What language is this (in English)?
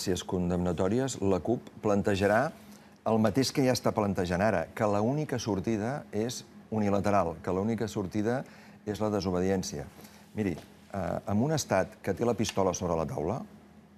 Catalan